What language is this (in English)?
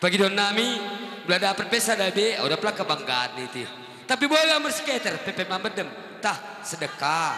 Batak Toba